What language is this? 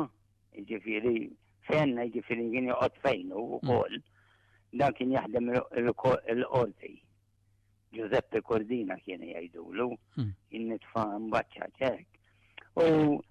Maltese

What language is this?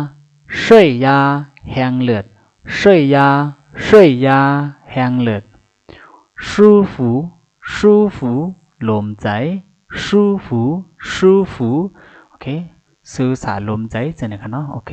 Shan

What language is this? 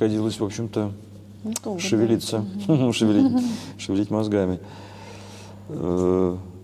Russian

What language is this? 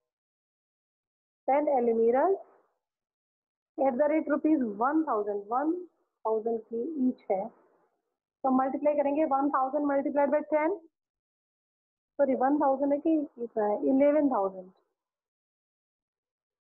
Hindi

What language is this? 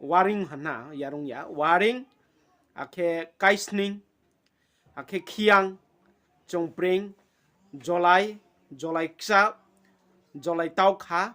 Riang (India)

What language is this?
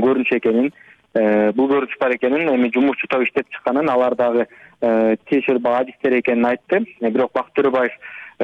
Kyrgyz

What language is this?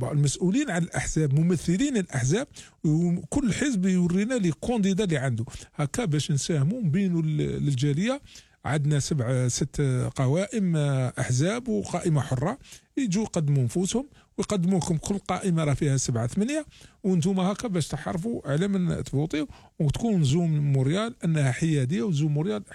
Algerian Arabic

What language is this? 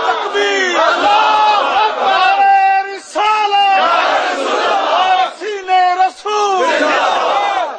Urdu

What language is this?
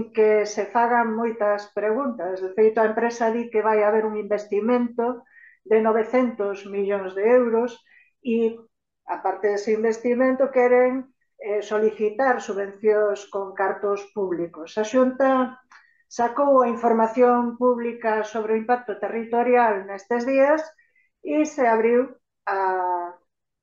Galician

